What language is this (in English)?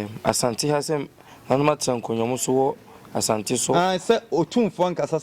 Akan